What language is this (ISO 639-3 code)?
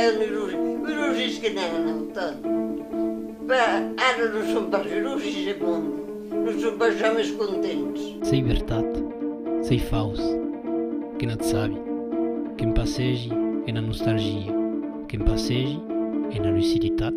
oci